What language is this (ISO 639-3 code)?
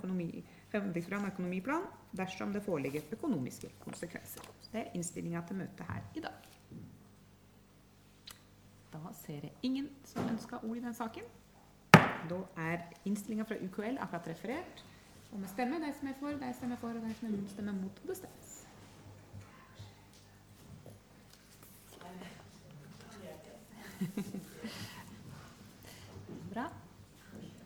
nor